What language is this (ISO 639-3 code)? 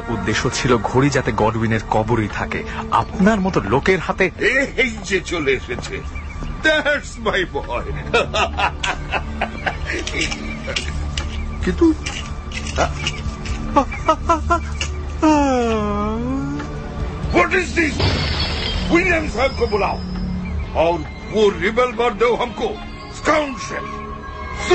ben